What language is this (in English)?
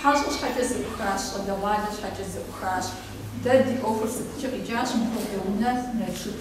Kabardian